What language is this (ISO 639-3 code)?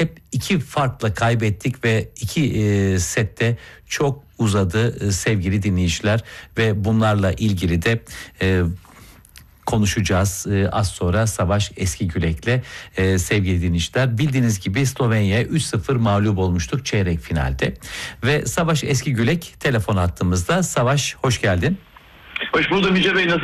tur